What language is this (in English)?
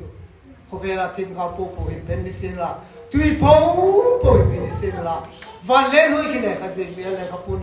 Hmar